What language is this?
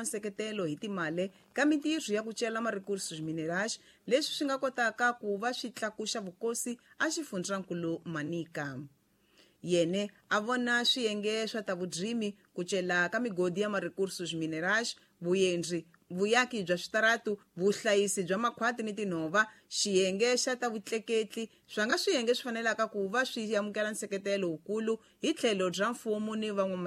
Tsonga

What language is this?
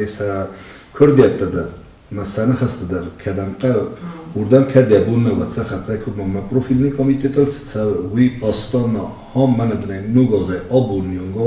Ossetic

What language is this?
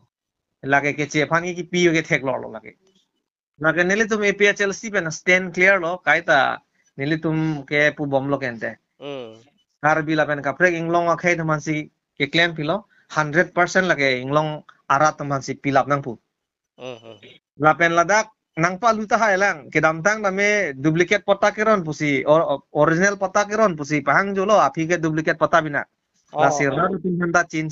Karbi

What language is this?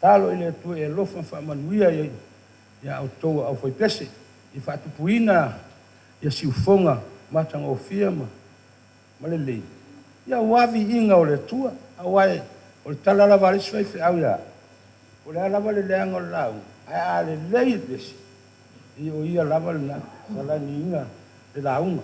Samoan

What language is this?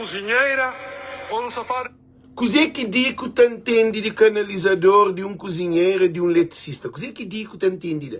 Kabuverdianu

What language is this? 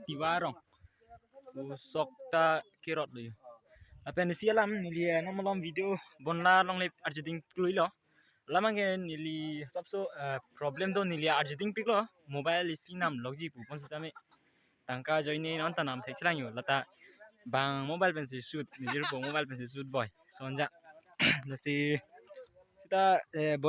Karbi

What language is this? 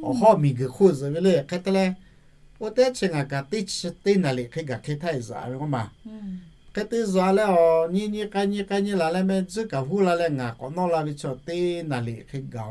Lahu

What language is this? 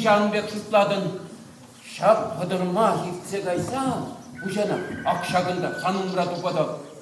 Chuvash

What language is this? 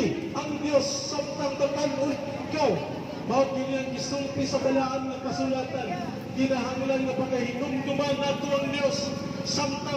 Cebuano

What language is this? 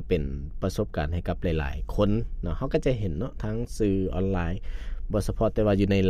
Lao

